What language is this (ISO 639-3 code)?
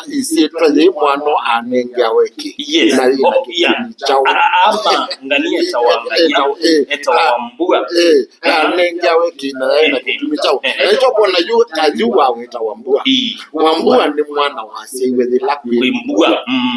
kam